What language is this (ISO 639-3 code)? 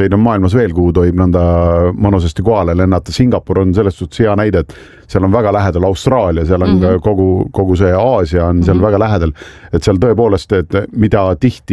est